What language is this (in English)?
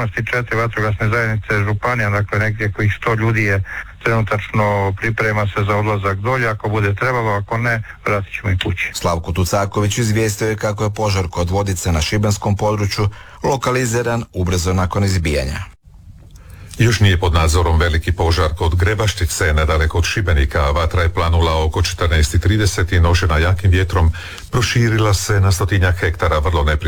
Croatian